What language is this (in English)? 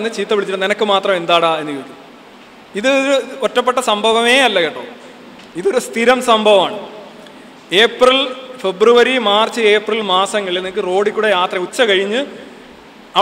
Malayalam